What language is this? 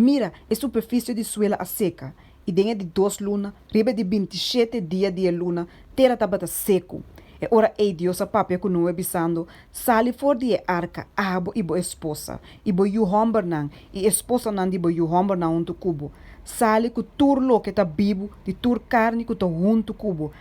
Papiamento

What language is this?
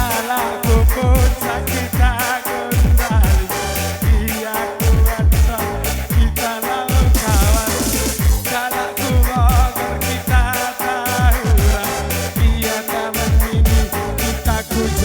Batak Karo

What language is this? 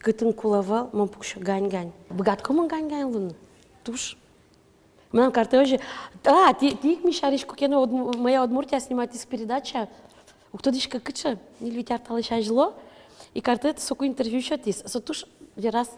Udmurt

